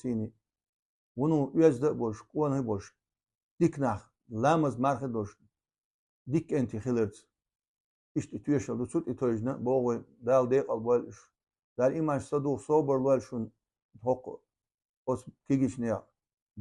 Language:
Chechen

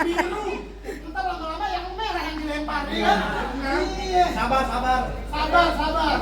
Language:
Betawi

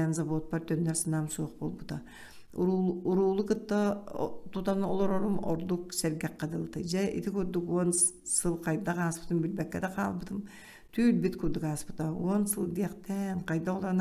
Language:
Yakut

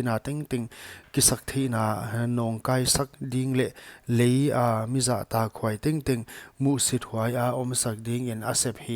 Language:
Paite Chin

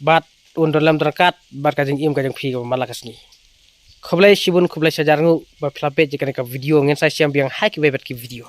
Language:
Khasi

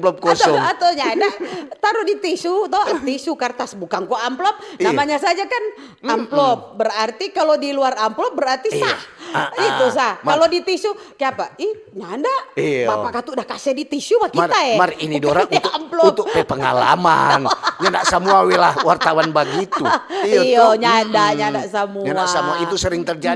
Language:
Manado Malay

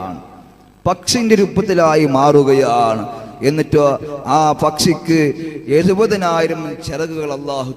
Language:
Malayalam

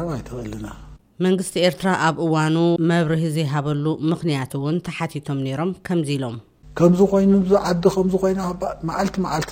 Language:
Tigrinya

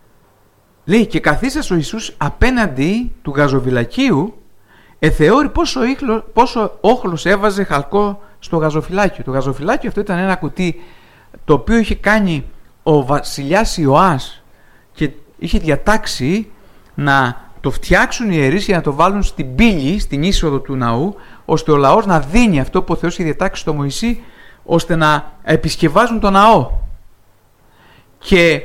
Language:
Greek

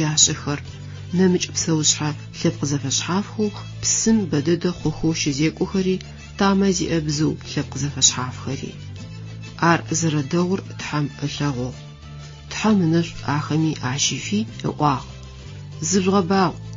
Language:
Adyghe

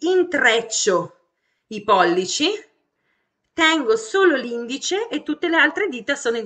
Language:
Italian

